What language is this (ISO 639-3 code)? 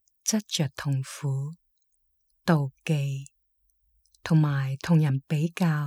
yue